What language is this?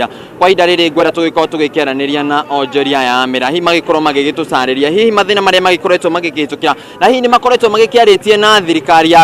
Kikuyu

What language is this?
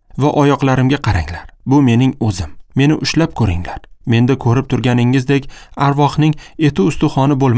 Uzbek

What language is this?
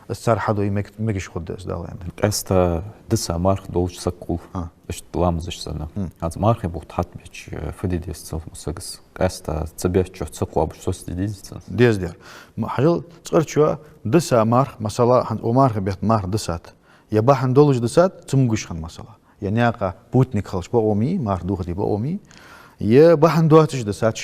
Ingush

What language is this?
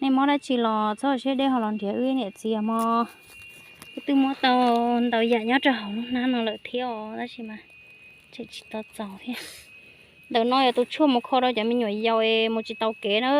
Hmong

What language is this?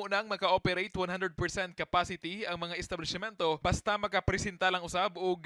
Cebuano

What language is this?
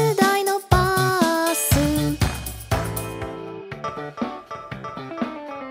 Japanese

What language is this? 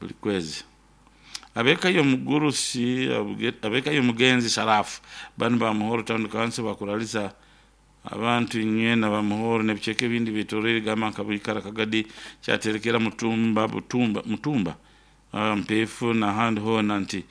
Nyoro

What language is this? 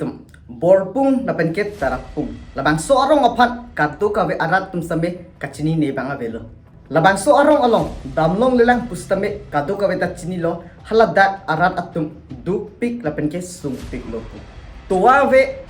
Karbi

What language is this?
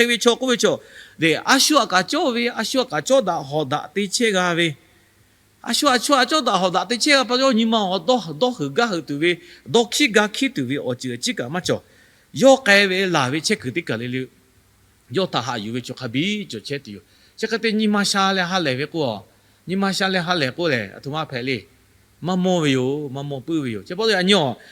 Lahu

